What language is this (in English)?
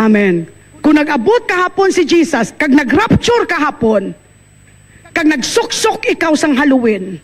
Hiligaynon